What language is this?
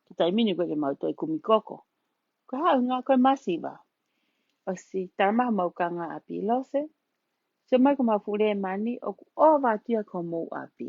Tongan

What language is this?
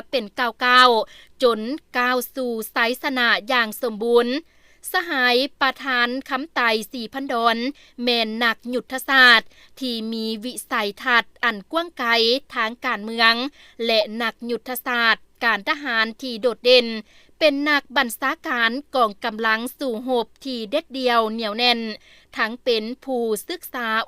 Lao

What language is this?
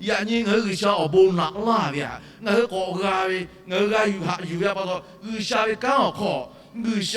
Lahu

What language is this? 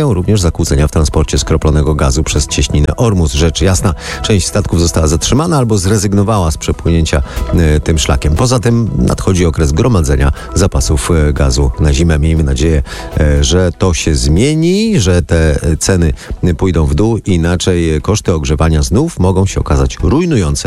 Polish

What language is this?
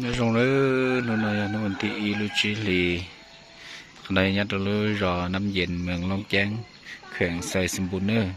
Hmong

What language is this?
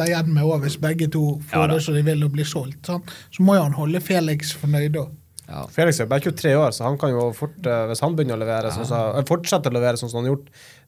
Norwegian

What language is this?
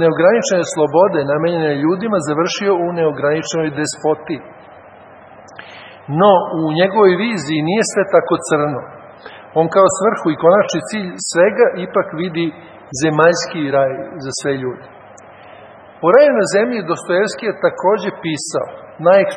Serbian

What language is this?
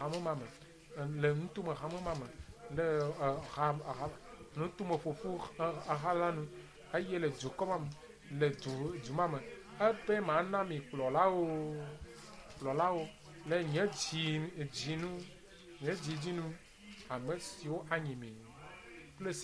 Ewe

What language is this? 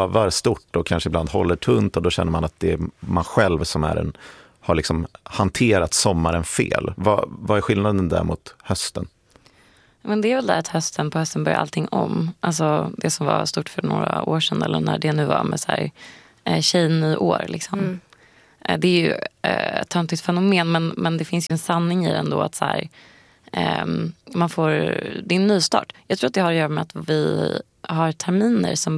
Swedish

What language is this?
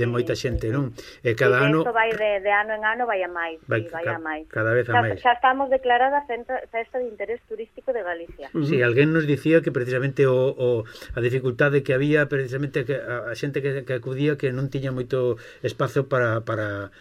Galician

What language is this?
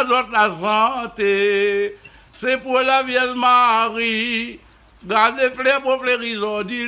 Réunion Creole French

